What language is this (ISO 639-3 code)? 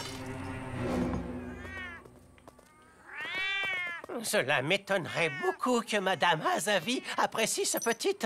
fra